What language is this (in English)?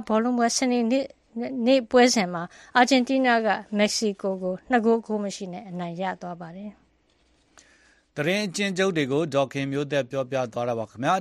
Burmese